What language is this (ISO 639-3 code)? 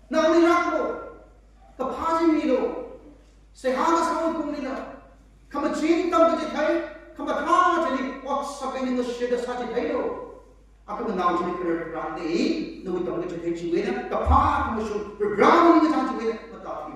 nmf